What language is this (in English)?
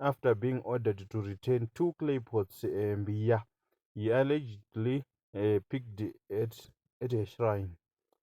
Shona